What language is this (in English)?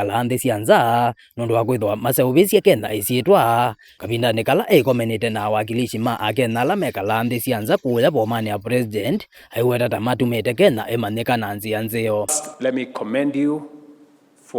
Kamba